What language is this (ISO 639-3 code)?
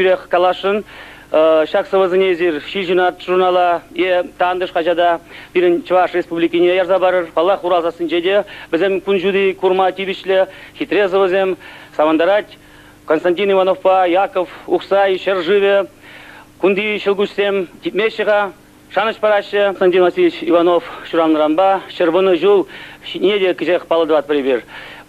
chv